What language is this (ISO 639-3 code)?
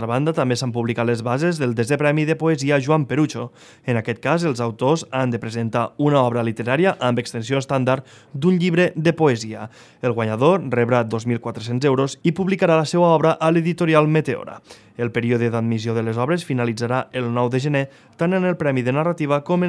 cat